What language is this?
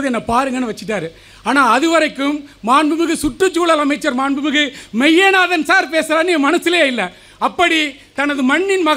Tamil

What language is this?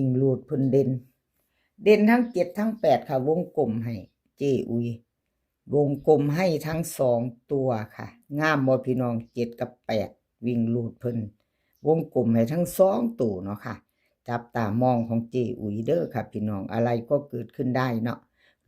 Northeastern Thai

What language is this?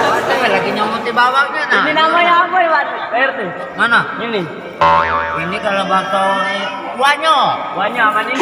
Musi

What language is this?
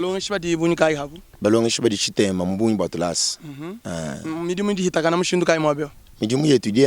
Luba-Lulua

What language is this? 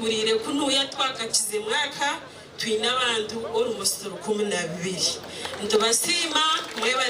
Nyankole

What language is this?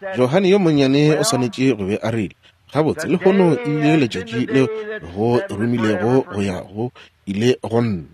Northern Sotho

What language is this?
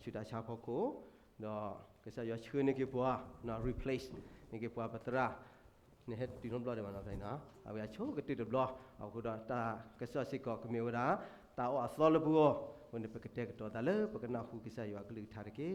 S'gaw Karen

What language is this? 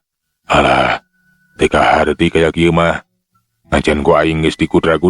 Sundanese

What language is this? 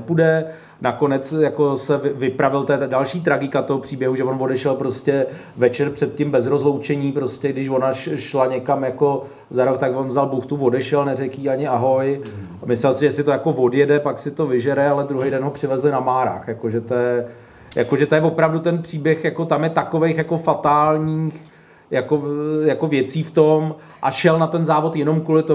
Czech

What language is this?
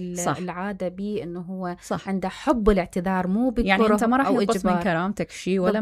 Mesopotamian Arabic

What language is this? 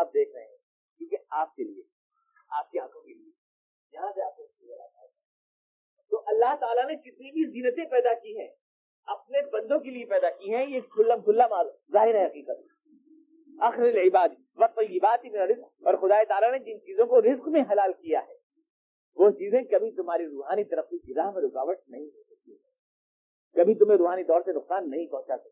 Urdu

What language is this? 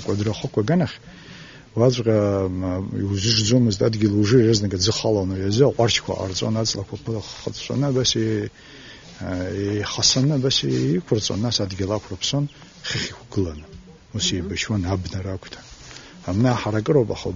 Abkhazian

